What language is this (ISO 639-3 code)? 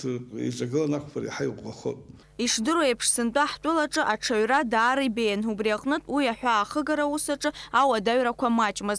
abk